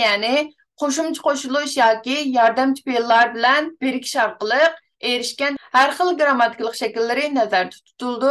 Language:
Uyghur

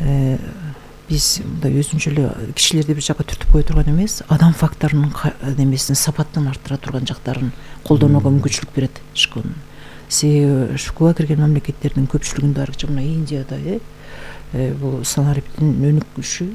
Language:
Kyrgyz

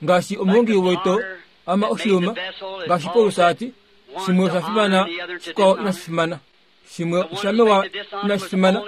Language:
Kuanyama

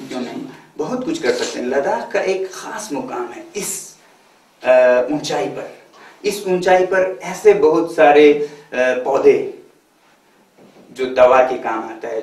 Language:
Hindi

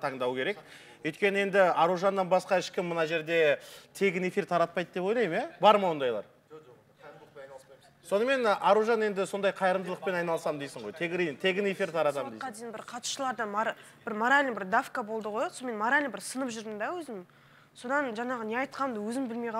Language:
Kazakh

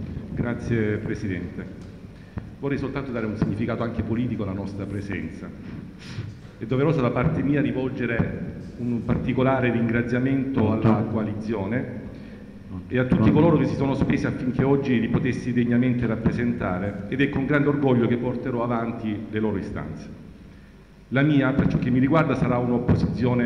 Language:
Italian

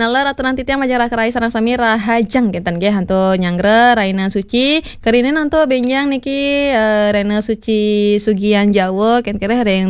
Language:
Balinese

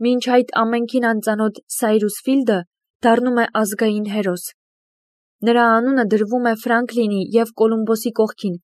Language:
Armenian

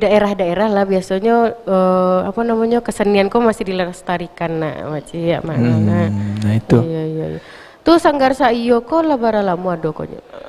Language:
Minangkabau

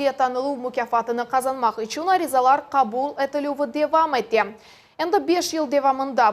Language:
Crimean Tatar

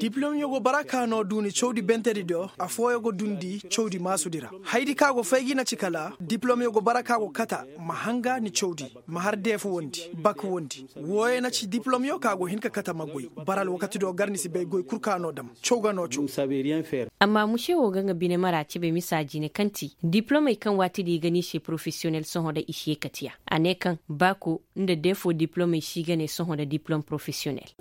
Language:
Koyraboro Senni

